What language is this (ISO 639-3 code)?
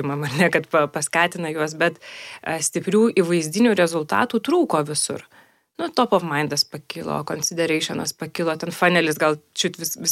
lit